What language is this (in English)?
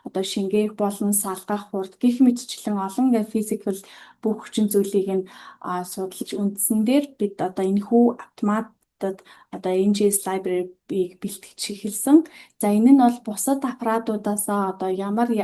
Mongolian